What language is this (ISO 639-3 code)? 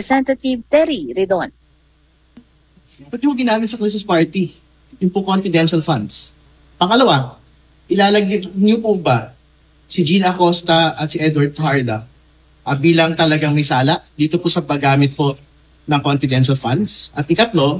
fil